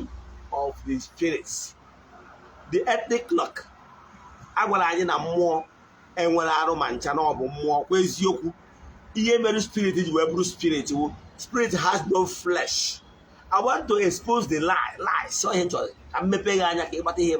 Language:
Igbo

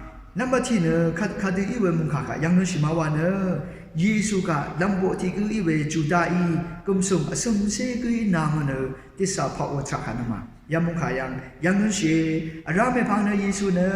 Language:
Rawang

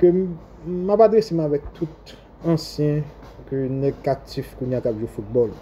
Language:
Haitian Creole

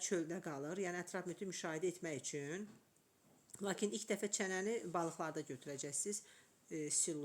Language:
Azerbaijani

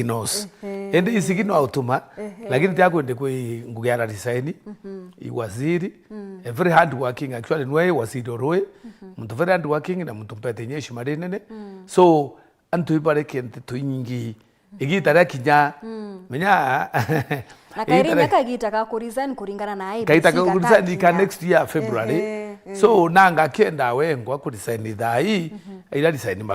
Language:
Meru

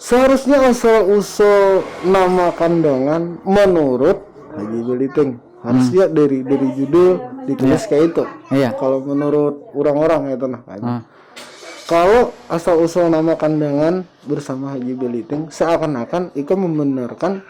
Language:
Banjar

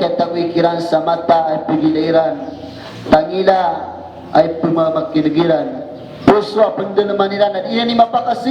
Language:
Maranao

